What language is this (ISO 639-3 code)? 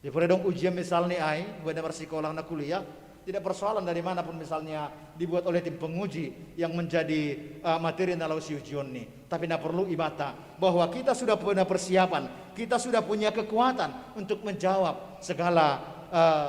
bts